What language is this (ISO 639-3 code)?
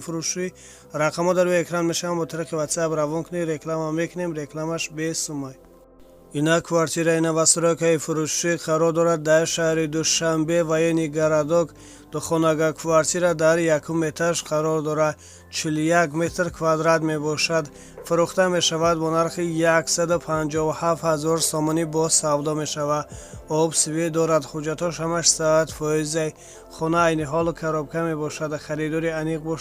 tgk